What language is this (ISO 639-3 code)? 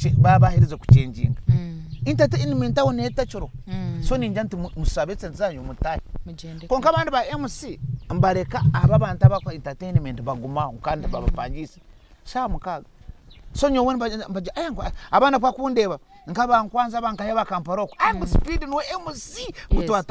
nyn